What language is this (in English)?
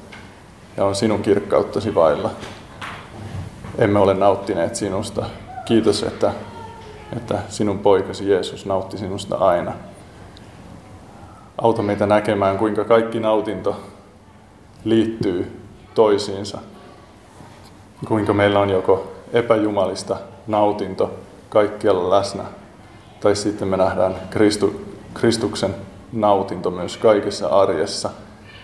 Finnish